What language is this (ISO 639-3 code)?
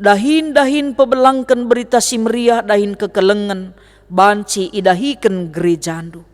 btx